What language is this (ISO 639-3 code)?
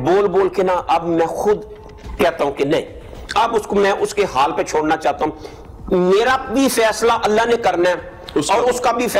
urd